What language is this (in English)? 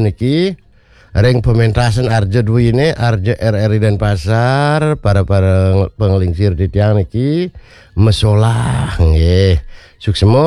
Balinese